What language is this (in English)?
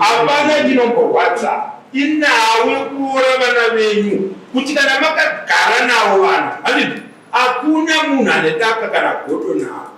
Shona